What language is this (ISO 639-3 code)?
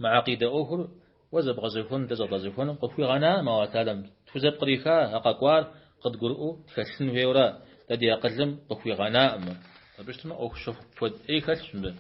kbd